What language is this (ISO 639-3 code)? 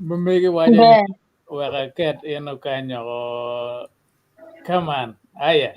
ach